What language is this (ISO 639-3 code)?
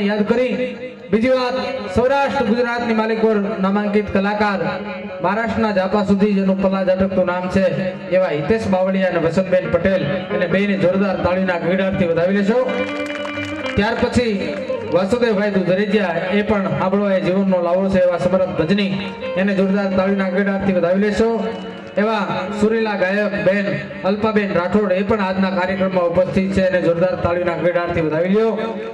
guj